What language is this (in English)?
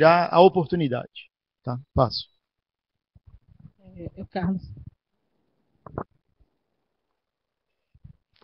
Portuguese